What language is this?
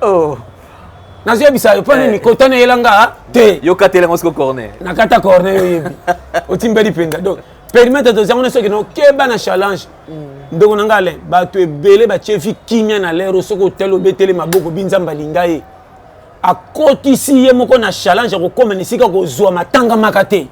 Lingala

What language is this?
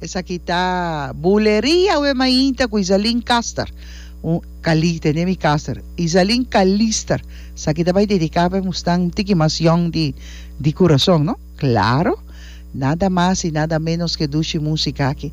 Papiamento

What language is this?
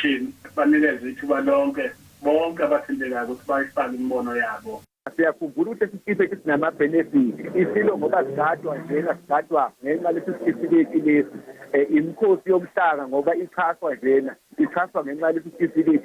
Zulu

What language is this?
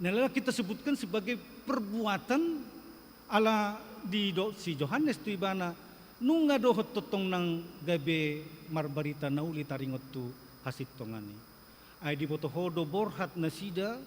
Batak Toba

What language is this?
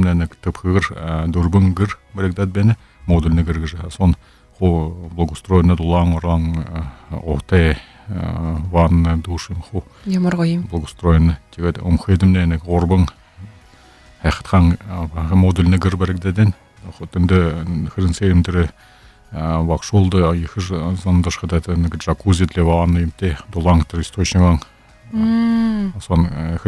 Buriat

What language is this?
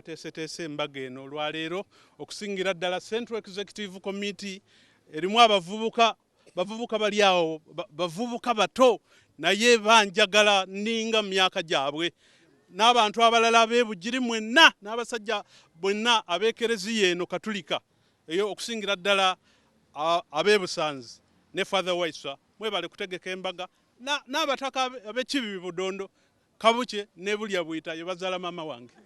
Ganda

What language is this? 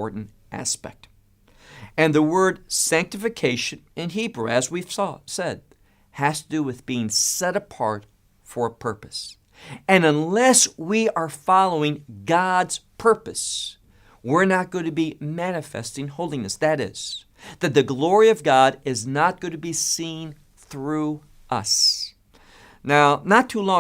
English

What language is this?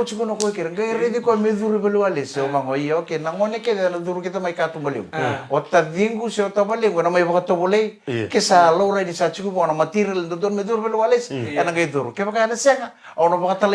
Fijian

